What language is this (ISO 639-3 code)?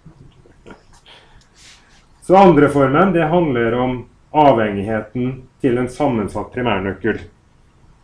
nor